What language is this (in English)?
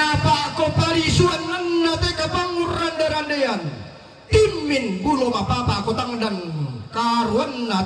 Toraja-Sa'dan